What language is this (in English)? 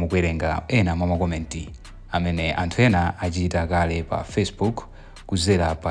Nyanja